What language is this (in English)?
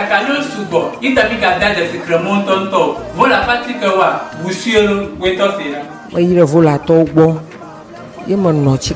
Ewe